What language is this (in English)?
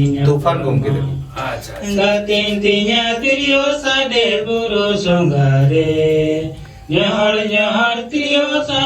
Santali